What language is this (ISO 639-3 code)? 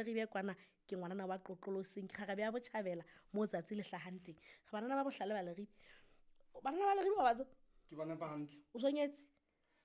sot